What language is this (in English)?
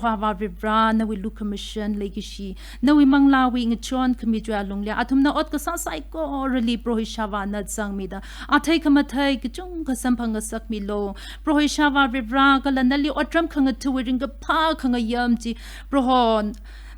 Tangkhul Naga (India)